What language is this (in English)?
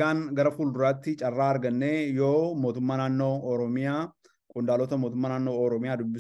Oromo